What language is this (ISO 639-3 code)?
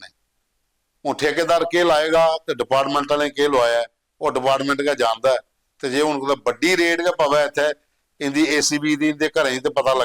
doi